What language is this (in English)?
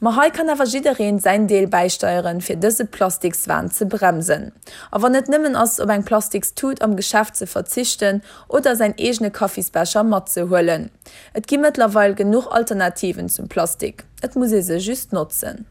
Luxembourgish